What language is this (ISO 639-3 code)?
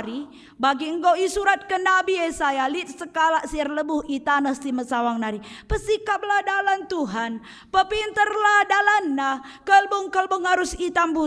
btx